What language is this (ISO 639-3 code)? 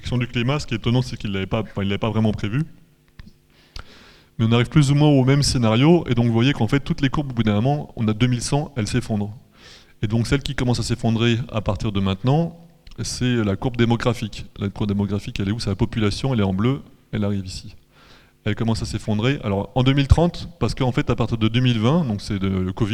fra